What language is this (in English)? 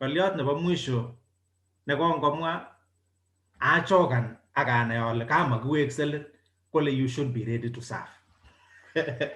Kalenjin